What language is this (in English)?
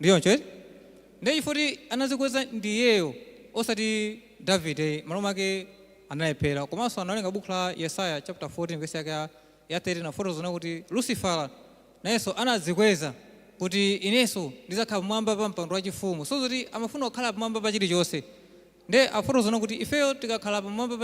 Nyanja